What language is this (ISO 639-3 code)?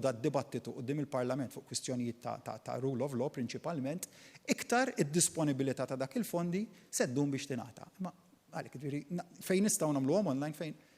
mlt